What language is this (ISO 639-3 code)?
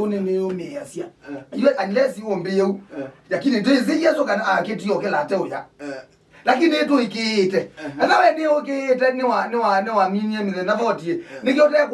kam